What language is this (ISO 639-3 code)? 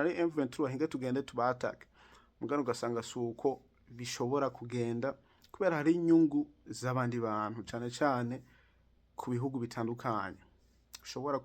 run